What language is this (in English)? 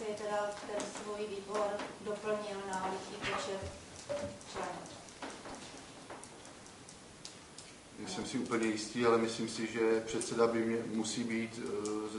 Czech